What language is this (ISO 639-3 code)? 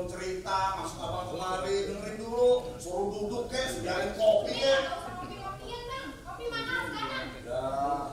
bew